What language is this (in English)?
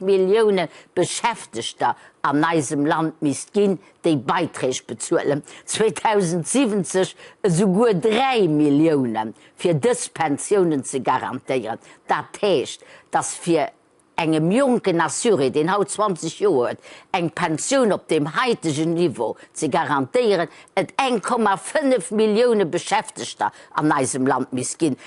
Luxembourgish